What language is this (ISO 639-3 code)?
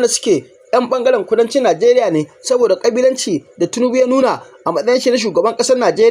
hau